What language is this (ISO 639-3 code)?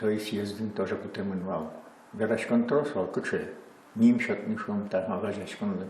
udm